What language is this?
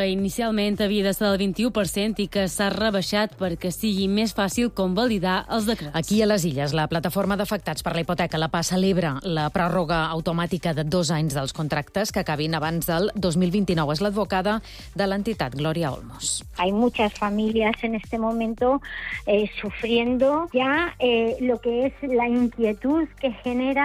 Catalan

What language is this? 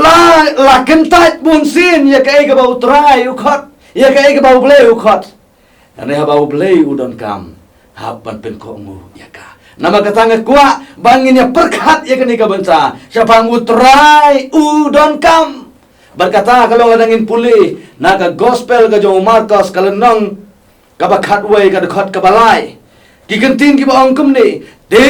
Khasi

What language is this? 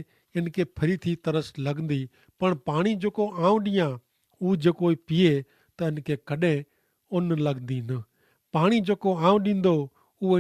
Kachhi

